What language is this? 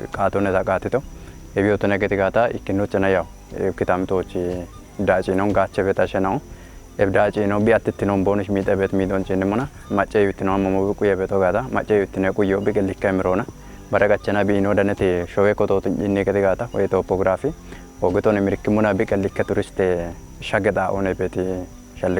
Kafa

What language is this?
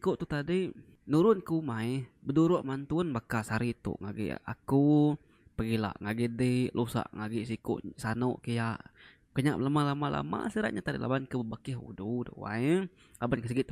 Iban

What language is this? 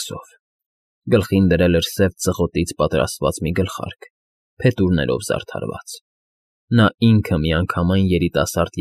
Armenian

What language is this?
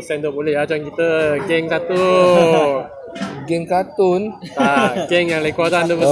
Malay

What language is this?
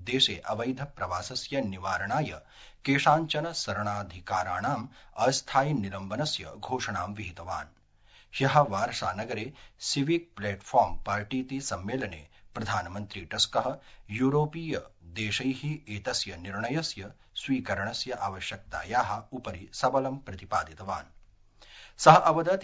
Sanskrit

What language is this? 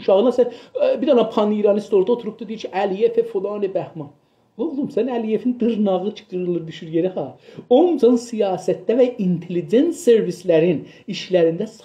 South Azerbaijani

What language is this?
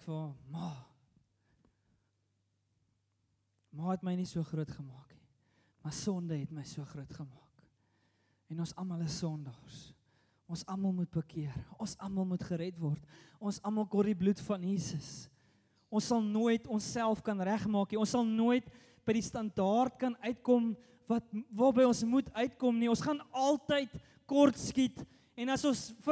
Afrikaans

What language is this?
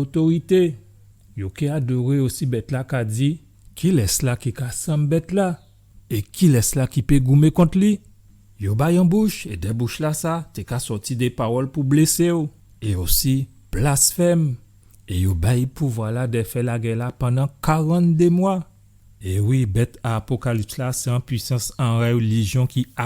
Guadeloupean Creole French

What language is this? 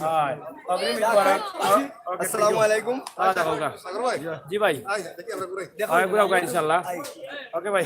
Sylheti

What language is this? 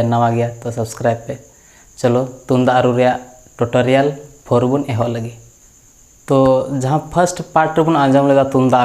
Santali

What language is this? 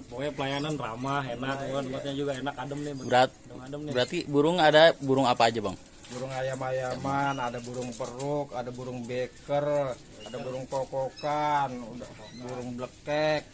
Betawi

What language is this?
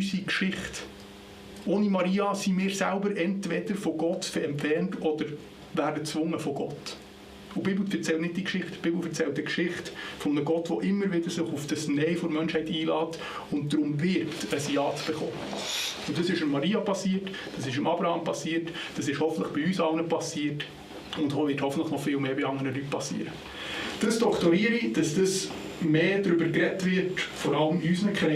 Swiss German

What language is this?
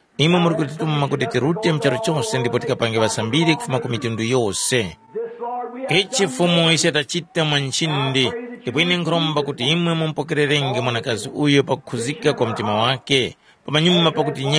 Tumbuka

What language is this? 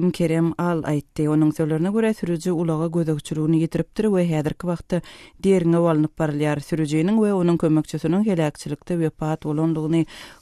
Turkmen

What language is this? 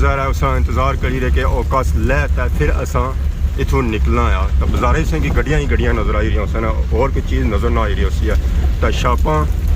Pahari-Potwari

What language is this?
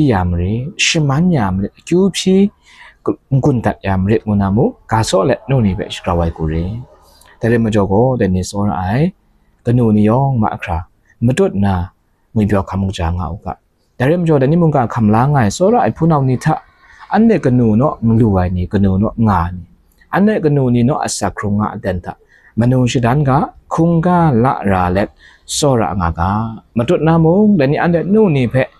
Kachin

